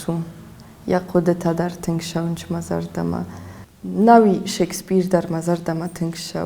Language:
Ossetic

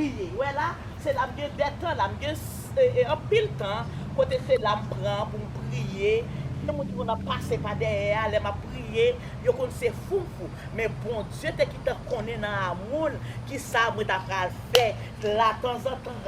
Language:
Haitian Creole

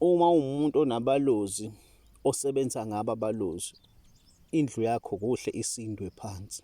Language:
Zulu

